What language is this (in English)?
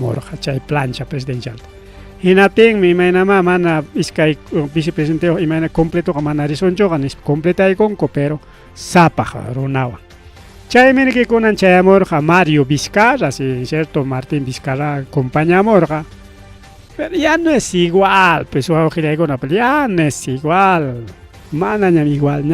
Ayacucho Quechua